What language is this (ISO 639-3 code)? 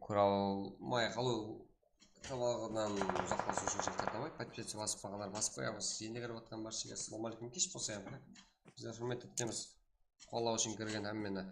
kaa